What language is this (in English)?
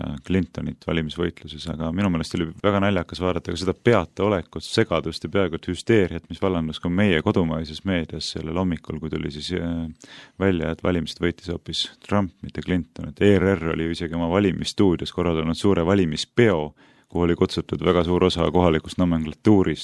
Estonian